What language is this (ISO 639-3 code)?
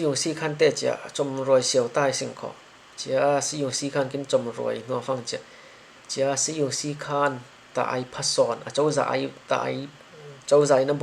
cfm